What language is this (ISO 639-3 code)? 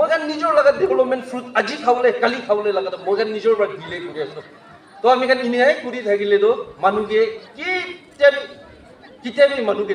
nag